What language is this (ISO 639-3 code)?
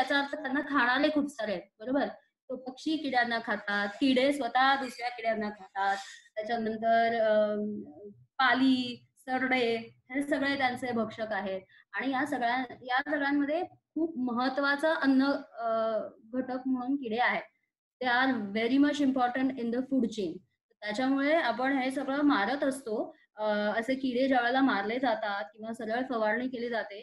mar